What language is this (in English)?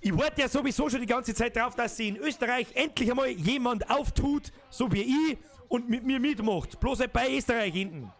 Bavarian